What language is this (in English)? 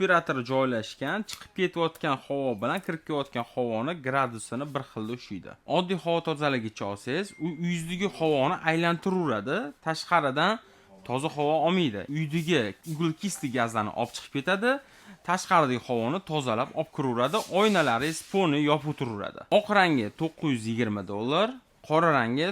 Uzbek